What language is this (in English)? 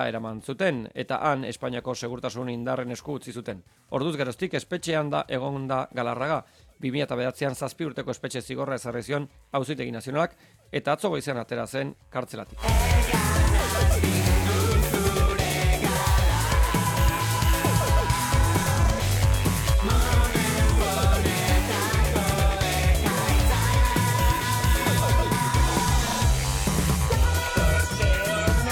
Basque